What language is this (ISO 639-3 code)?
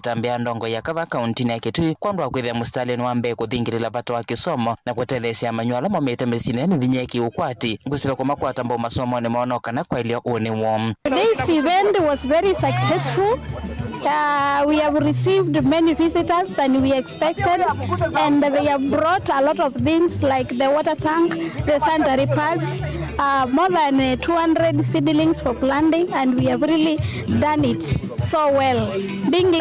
kam